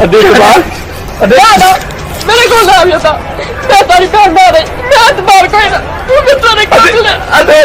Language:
Saraiki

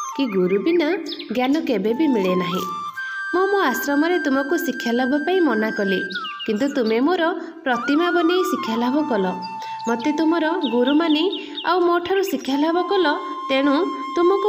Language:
Odia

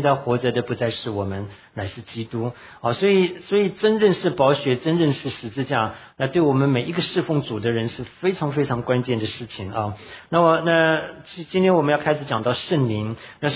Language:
Chinese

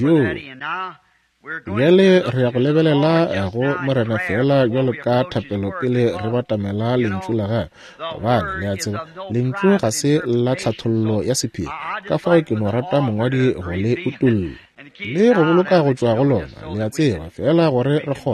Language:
Northern Sotho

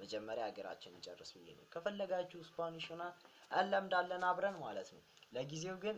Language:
Amharic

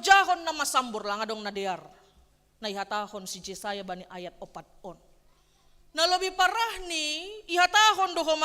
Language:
Batak Simalungun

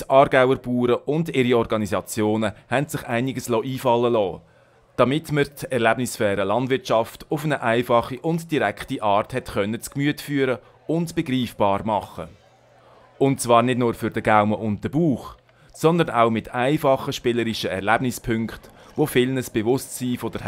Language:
Swiss German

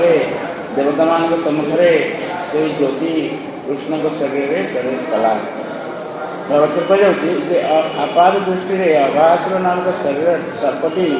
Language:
Odia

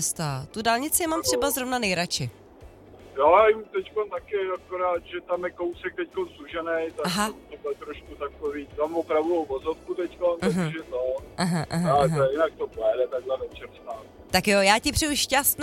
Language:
Czech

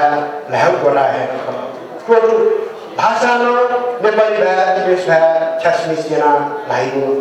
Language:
Newari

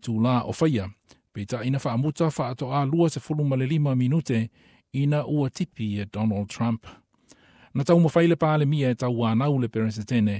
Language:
Samoan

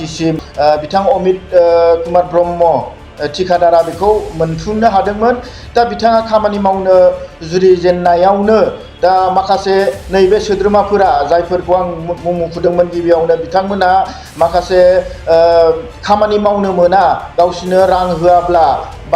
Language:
Bodo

